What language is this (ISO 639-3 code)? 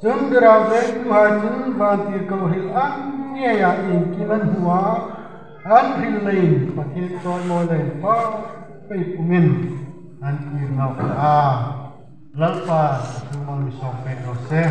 hmr